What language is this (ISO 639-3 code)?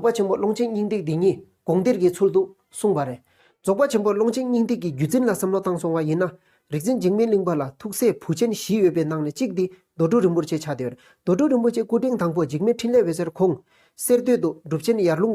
bod